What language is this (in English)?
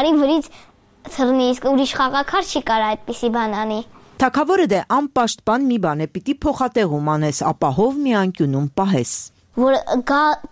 Armenian